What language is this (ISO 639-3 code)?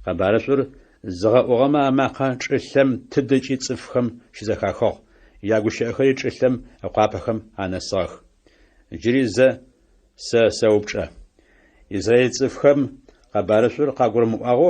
ady